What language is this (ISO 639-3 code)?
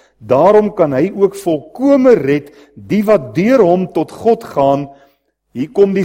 afr